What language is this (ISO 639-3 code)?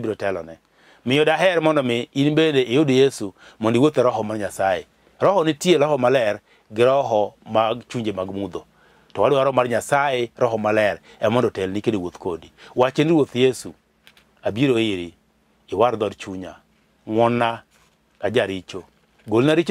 luo